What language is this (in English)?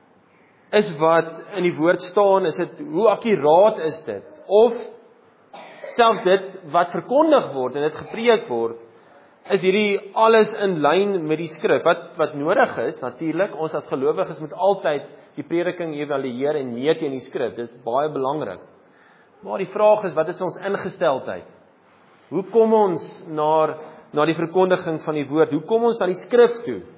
Afrikaans